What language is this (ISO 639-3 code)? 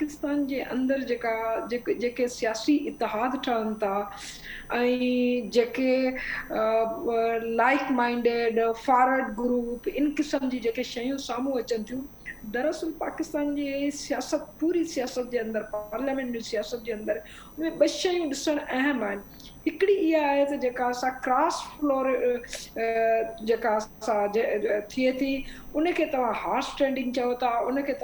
snd